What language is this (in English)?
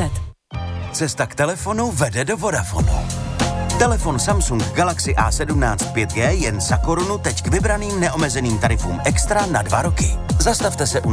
Czech